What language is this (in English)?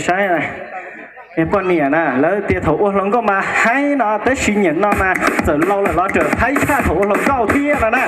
Hmong